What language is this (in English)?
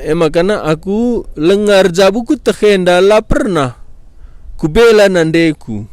Batak Karo